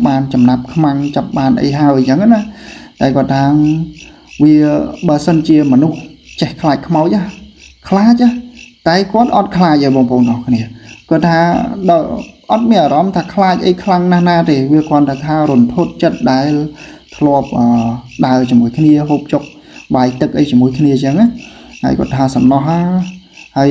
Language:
Khmer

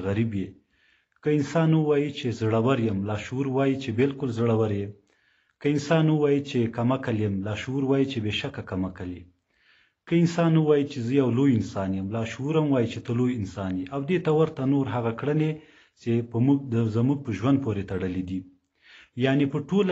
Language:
Pashto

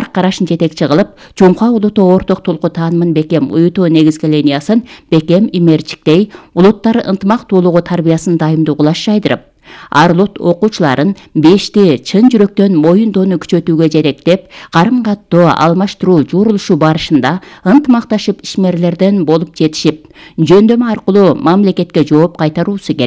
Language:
Kyrgyz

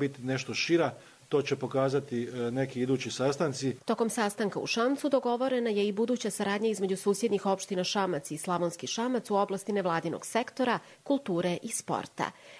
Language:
Serbian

